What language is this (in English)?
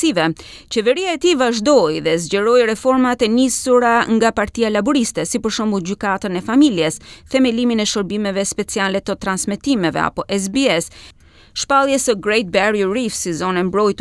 Albanian